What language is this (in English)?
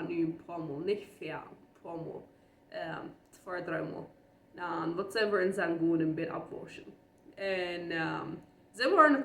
Plautdietsch